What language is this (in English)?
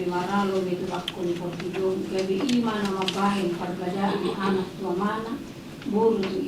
Batak Toba